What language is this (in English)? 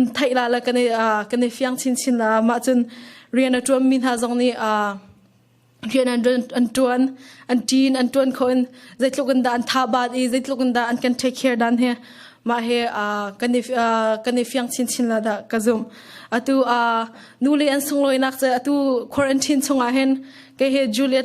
Hakha Chin